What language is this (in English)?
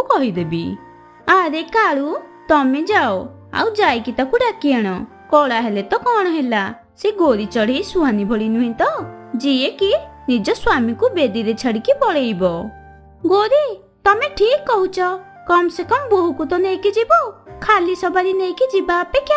Odia